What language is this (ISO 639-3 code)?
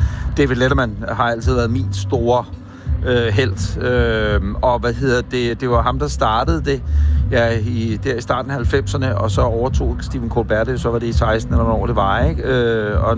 dan